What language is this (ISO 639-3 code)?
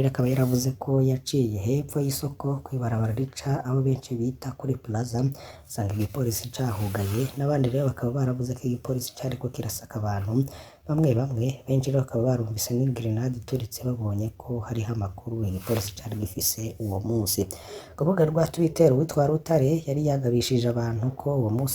run